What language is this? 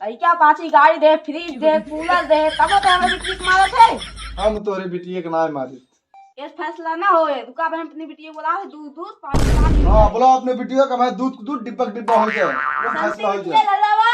Awadhi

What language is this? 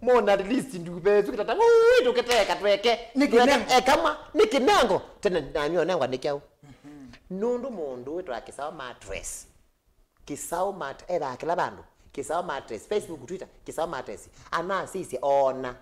Kamba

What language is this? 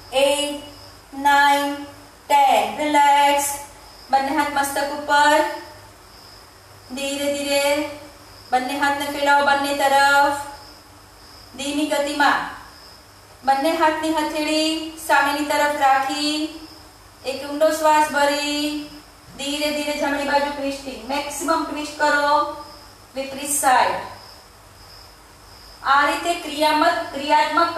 Gujarati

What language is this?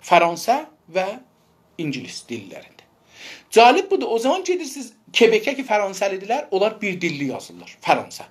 South Azerbaijani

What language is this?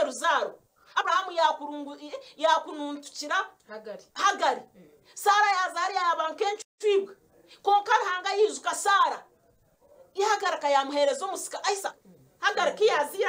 Nyankole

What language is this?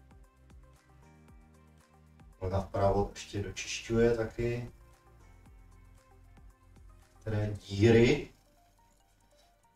Czech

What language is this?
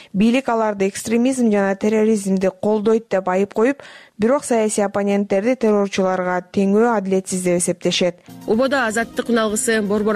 Kyrgyz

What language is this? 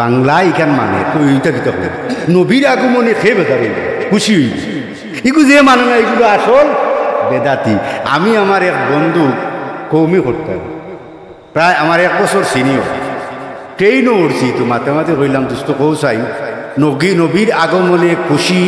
Sylheti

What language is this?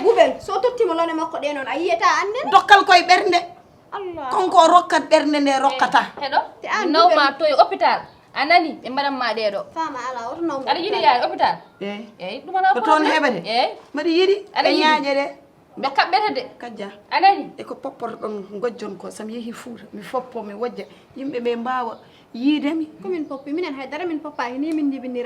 Fula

